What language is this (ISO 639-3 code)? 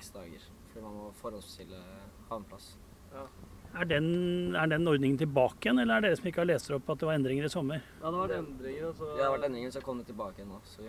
nor